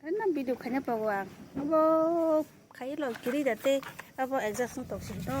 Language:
Kok Borok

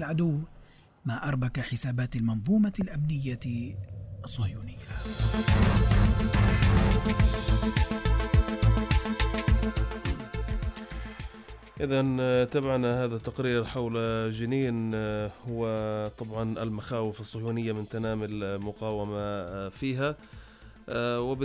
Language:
Arabic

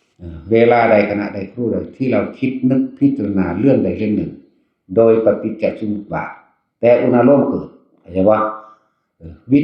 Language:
Northeastern Thai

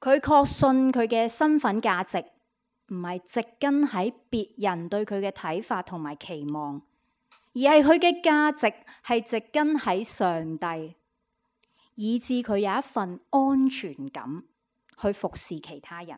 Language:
Cantonese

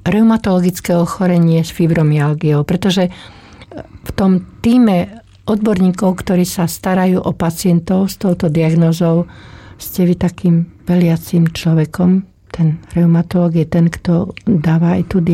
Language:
Slovak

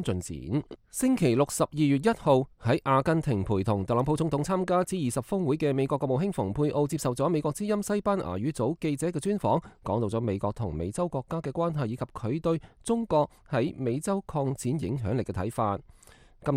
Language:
Cantonese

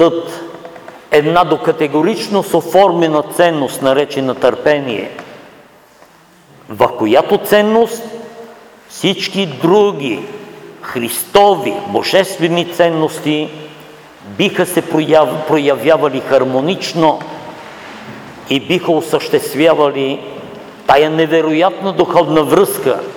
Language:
Bulgarian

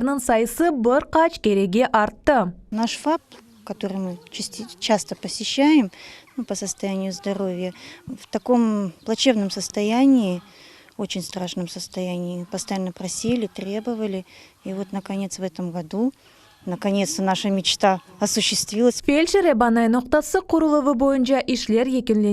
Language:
Crimean Tatar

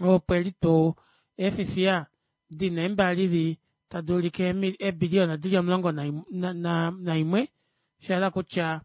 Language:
Kuanyama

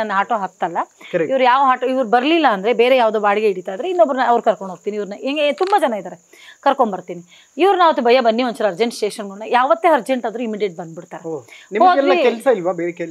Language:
Kannada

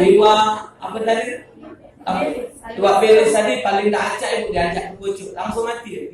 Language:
Musi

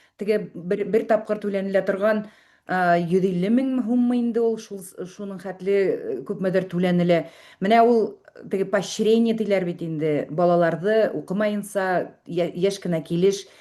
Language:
Bashkir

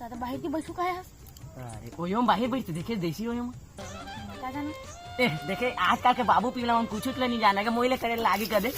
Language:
Chhattisgarhi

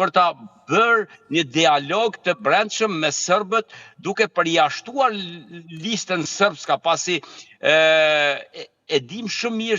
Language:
Albanian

